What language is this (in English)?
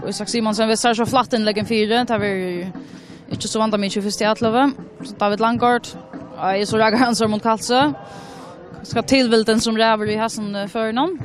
Faroese